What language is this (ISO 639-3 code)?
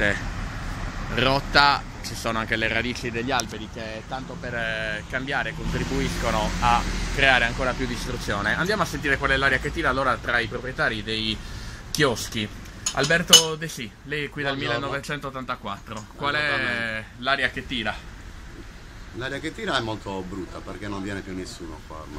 ita